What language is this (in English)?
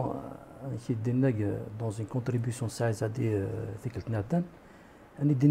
Kabyle